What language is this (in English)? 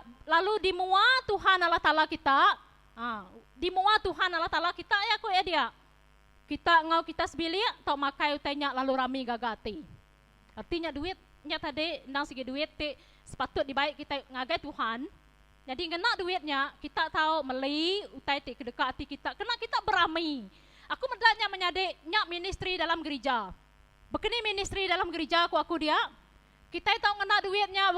Iban